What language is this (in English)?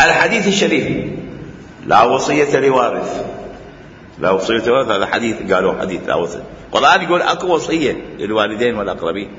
Mesopotamian Arabic